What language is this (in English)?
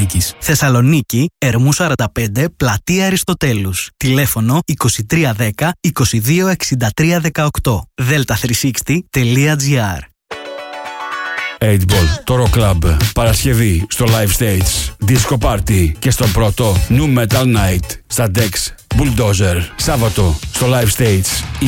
Greek